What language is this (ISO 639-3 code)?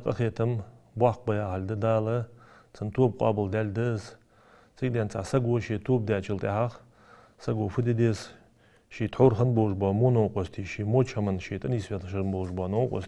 inh